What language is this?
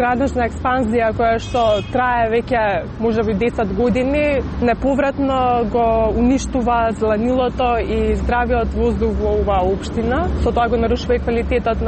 Macedonian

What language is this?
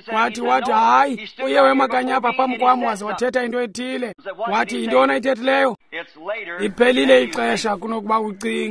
Xhosa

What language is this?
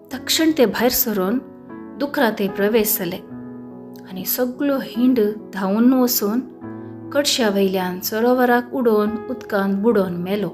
Konkani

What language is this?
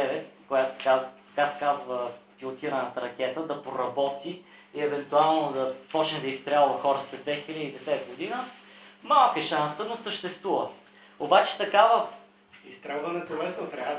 Bulgarian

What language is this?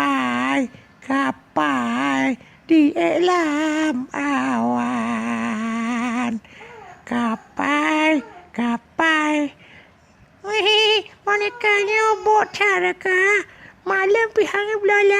Achinese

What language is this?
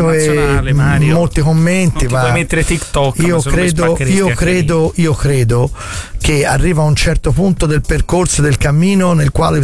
Italian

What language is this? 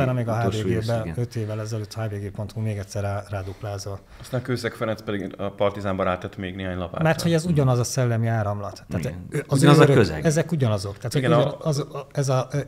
Hungarian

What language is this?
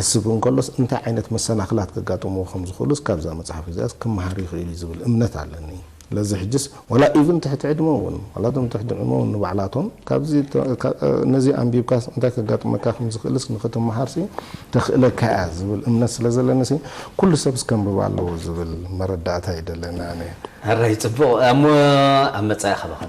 Tigrinya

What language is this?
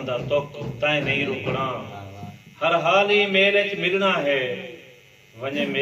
Saraiki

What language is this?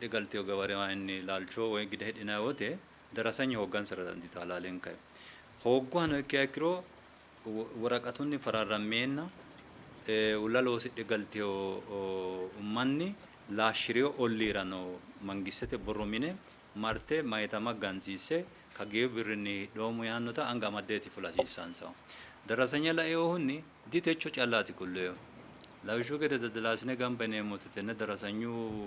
Sidamo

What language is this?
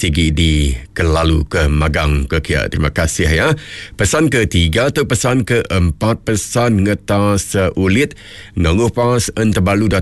Iban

